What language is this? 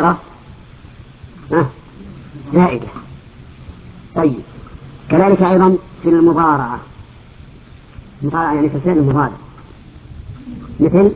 Arabic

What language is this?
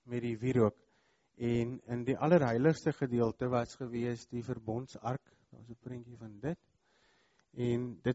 Afrikaans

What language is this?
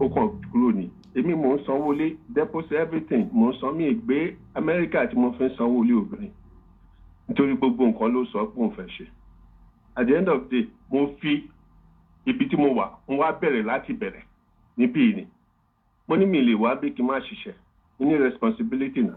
Yoruba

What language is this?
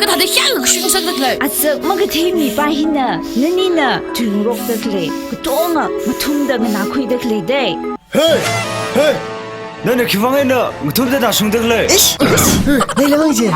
Tangkhul Naga (India)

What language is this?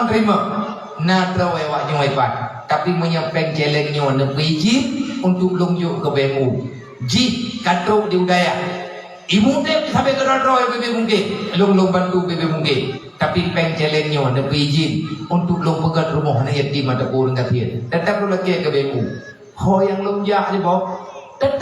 Achinese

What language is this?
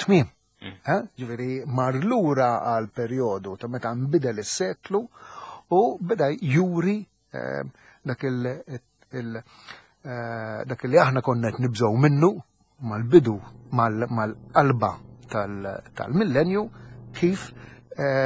Maltese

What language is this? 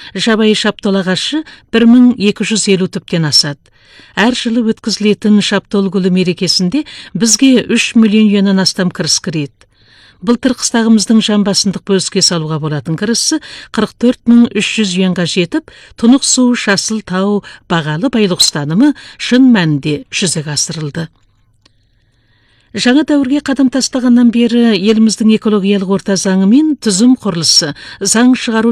Kazakh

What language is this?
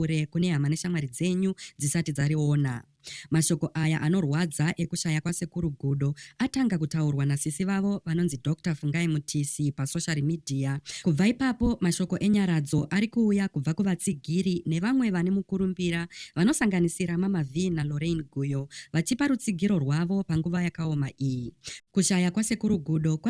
Shona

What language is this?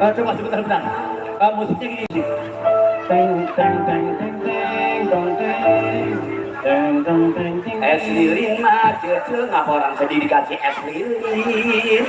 Betawi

